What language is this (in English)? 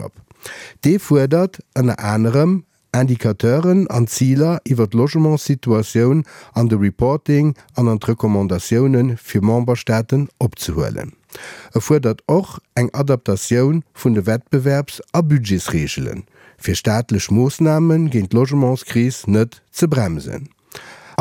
Luxembourgish